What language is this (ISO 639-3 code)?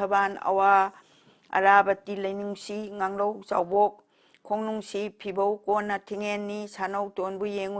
mni